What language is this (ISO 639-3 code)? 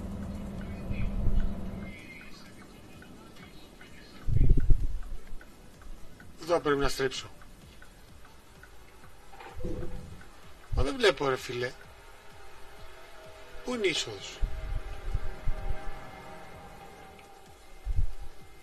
ell